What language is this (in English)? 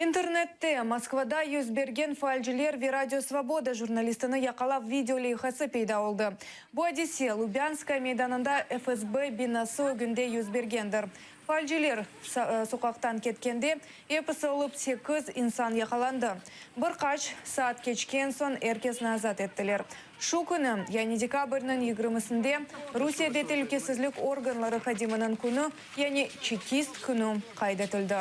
Crimean Tatar